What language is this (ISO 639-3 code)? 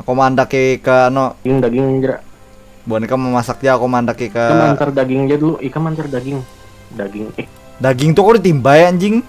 bjn